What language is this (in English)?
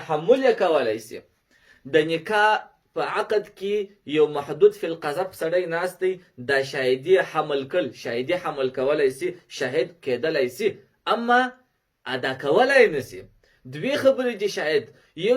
Pashto